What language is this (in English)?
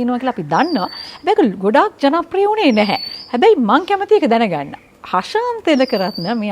Sinhala